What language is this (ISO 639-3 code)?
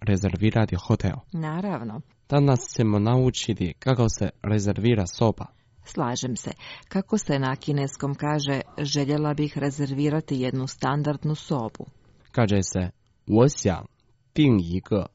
hrv